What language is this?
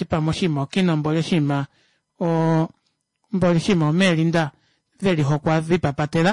Kuanyama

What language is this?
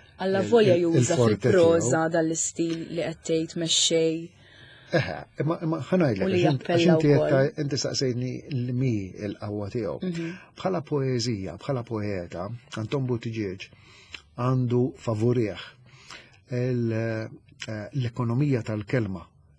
Maltese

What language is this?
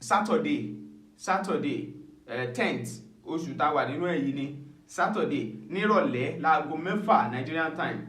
Yoruba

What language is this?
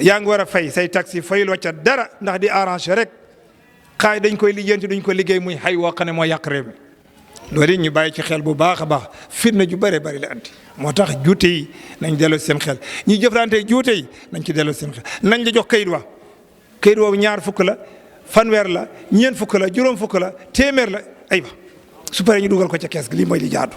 Wolof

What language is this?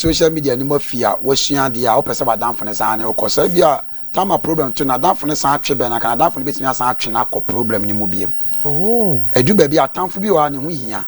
Akan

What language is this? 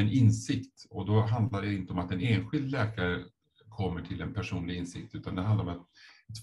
Swedish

